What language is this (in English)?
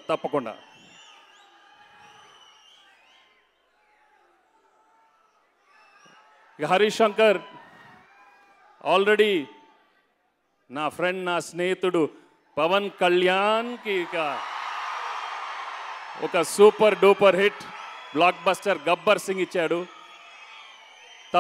Telugu